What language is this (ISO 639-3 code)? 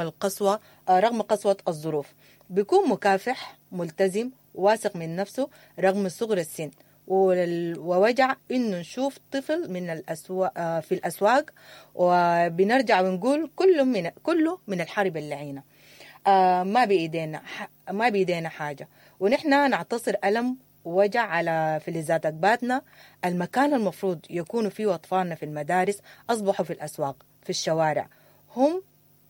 apd